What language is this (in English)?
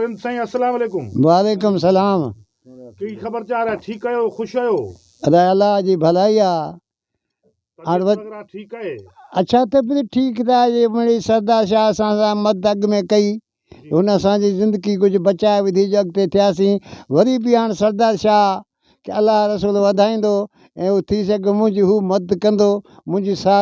Sindhi